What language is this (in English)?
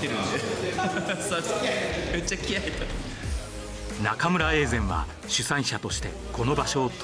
Japanese